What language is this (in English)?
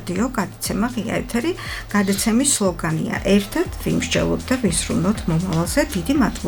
Georgian